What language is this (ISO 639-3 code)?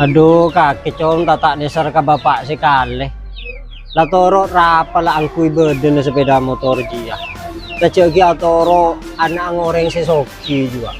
mad